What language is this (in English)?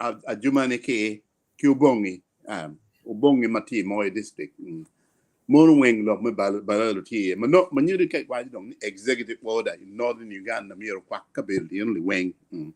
Acoli